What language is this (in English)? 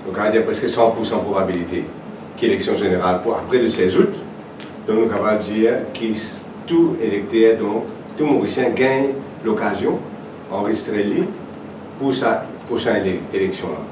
Morisyen